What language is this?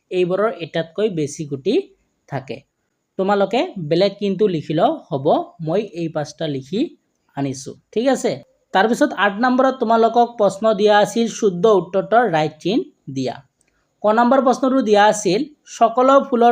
Assamese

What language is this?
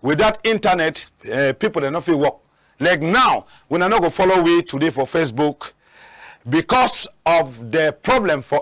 Cameroon Pidgin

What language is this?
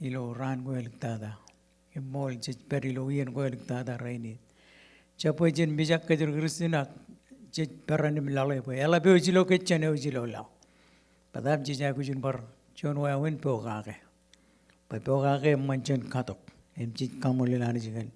Marshallese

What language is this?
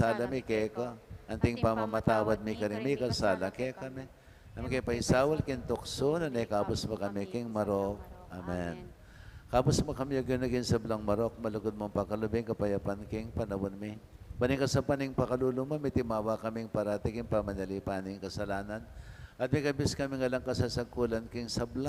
Pampanga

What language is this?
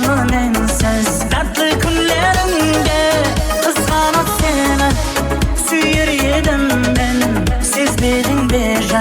Kara-Kalpak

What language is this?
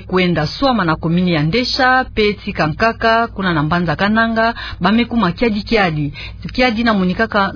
Kituba (Democratic Republic of Congo)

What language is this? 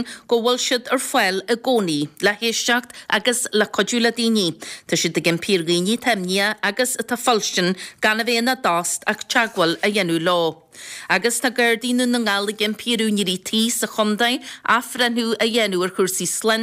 Irish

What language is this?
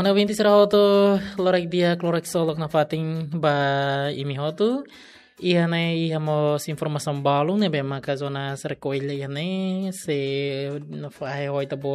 Tetum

